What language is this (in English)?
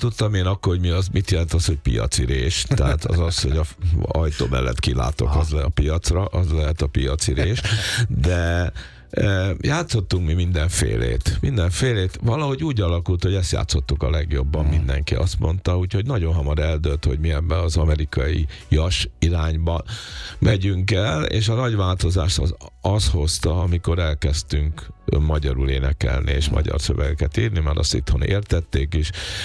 Hungarian